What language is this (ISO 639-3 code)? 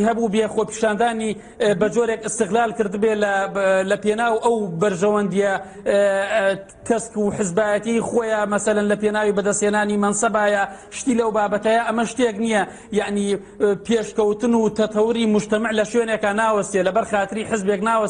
ckb